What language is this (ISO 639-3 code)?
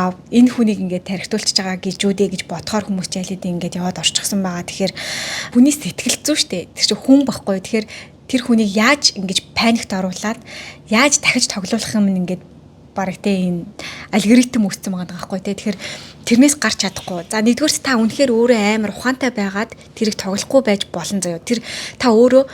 mon